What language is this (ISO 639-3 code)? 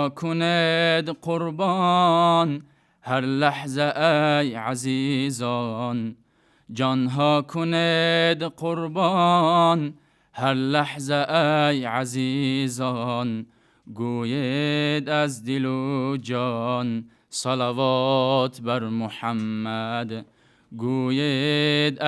tgk